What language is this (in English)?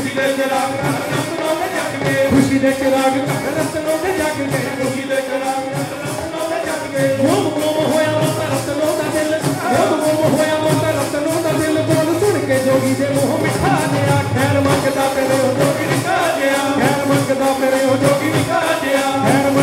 Punjabi